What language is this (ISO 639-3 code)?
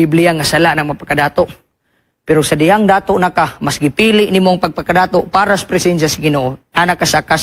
ceb